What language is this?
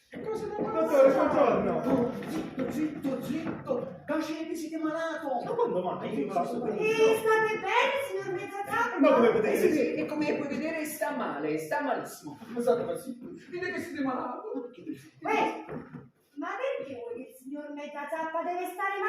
Neapolitan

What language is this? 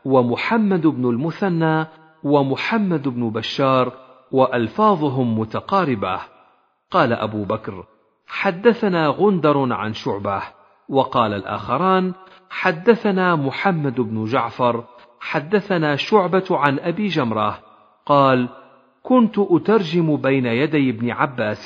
Arabic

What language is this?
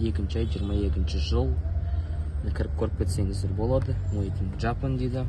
Kazakh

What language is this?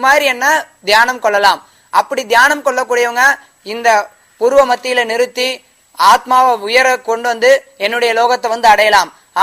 Tamil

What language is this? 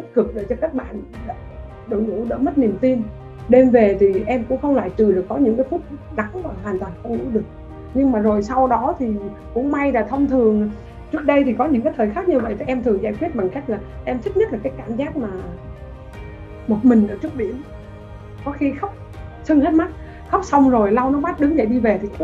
Vietnamese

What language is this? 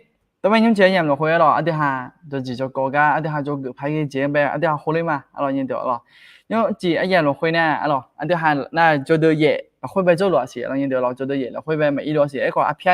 Akha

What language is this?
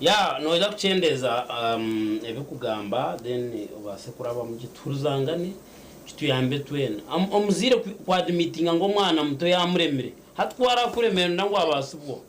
Nyankole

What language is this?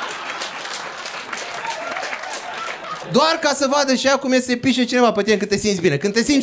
Romanian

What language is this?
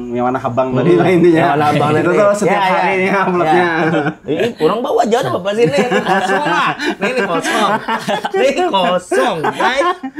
Banjar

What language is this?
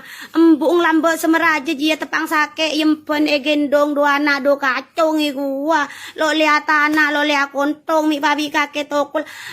Madurese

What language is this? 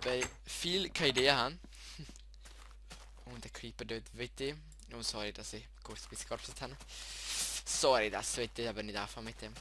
Swiss German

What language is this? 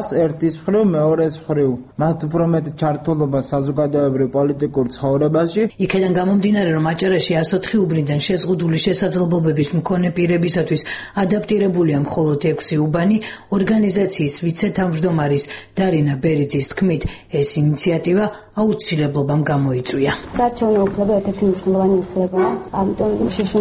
Georgian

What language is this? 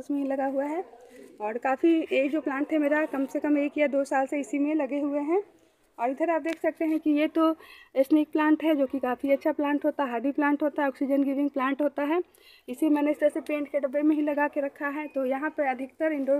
Hindi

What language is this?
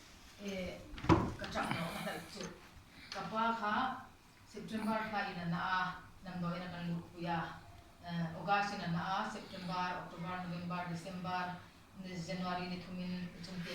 Hmar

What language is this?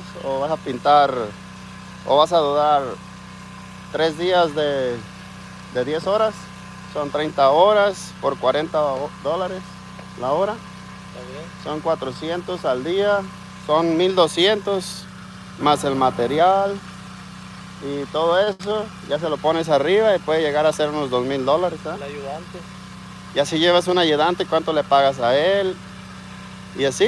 Spanish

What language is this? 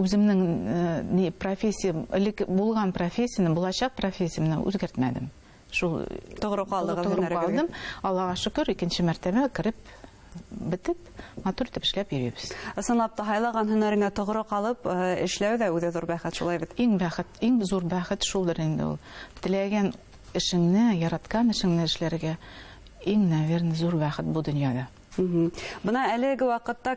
Bashkir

